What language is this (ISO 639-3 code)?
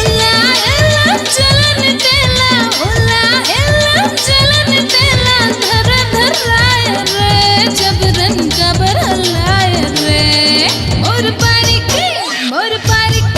hne